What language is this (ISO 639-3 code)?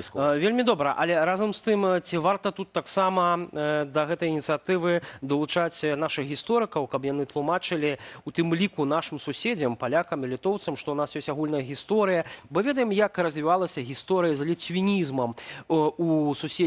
bel